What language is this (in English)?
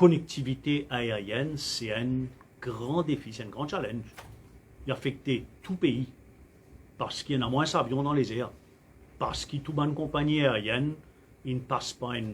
Morisyen